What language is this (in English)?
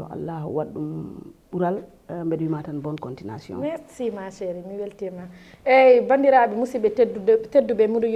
Fula